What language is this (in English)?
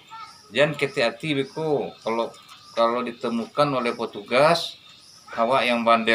Minangkabau